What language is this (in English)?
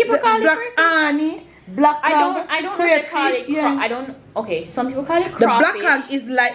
Jamaican Creole English